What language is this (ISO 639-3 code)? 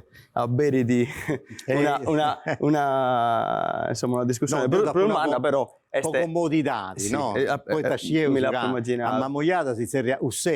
srd